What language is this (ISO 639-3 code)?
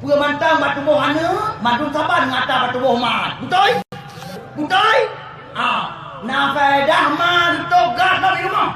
ace